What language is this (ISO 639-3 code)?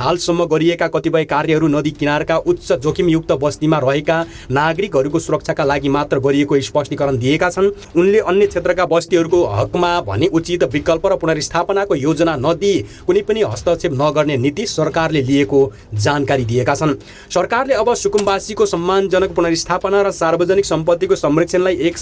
nep